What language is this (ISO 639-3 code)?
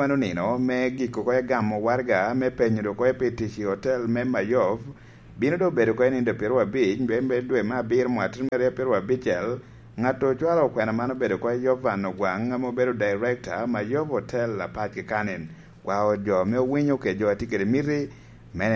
laj